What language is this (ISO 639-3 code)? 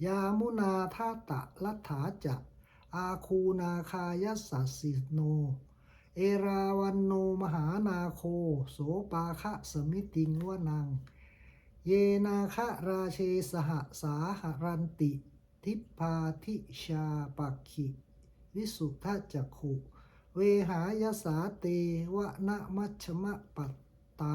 pli